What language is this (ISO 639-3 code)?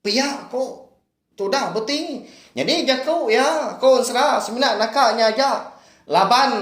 iba